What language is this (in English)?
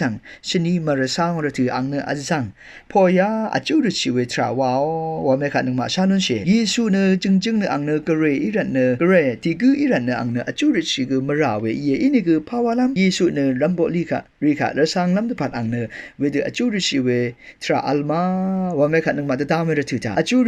Rawang